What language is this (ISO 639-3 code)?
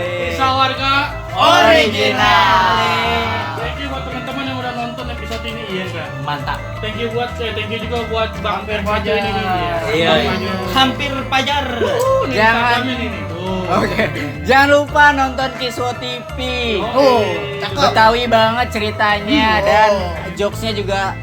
bew